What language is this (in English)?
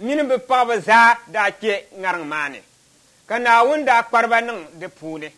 Dagbani